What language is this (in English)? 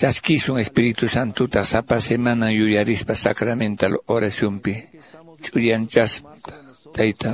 Quechua